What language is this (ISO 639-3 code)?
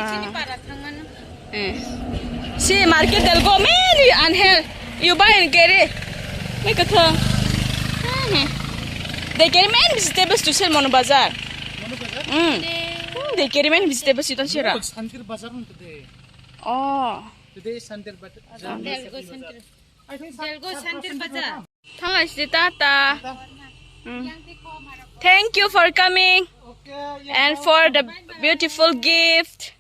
trp